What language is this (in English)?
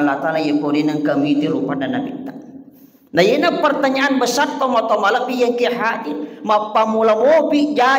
Buginese